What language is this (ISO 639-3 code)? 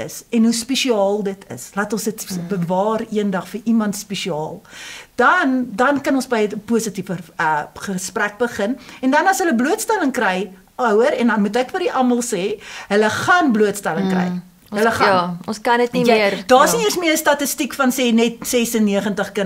afr